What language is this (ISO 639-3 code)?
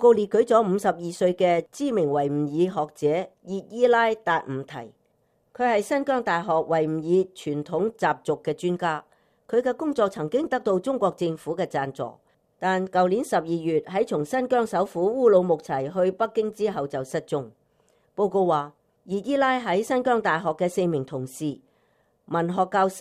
yue